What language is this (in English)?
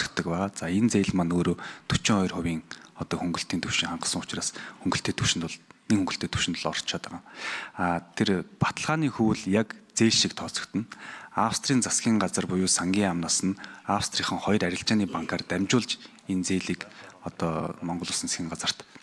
Mongolian